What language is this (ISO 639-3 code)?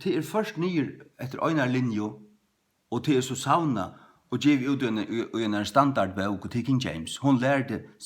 fao